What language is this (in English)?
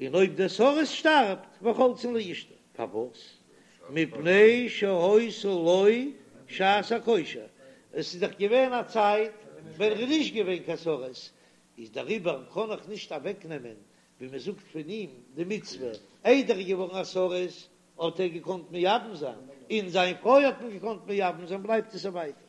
Yiddish